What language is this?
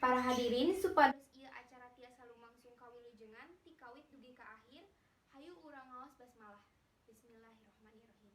Sundanese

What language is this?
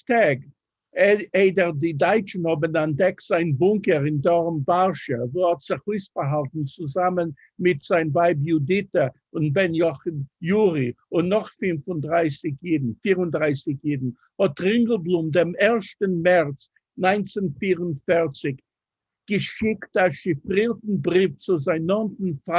Yiddish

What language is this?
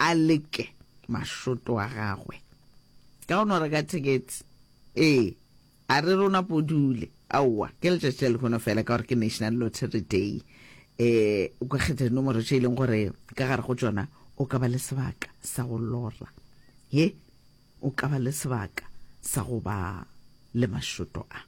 Northern Sotho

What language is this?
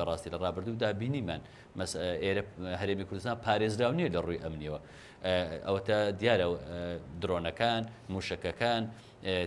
Central Kurdish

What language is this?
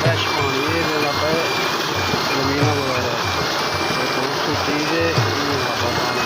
Saraiki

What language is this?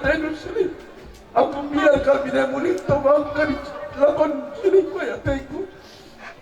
Batak Karo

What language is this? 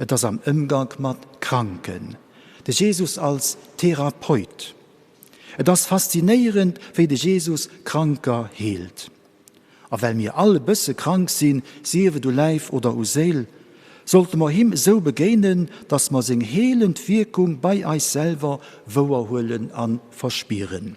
Luxembourgish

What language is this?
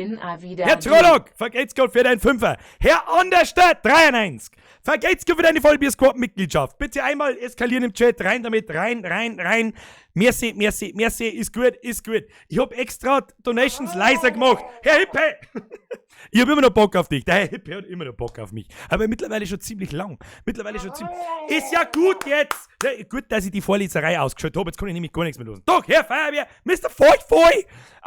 Bavarian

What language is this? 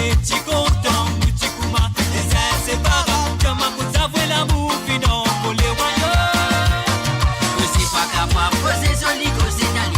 Morisyen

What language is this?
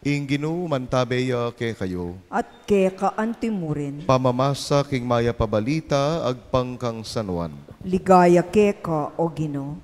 Pampanga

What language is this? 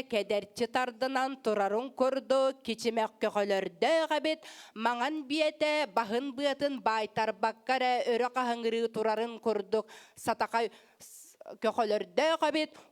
Yakut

